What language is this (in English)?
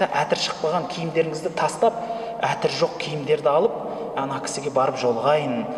Kazakh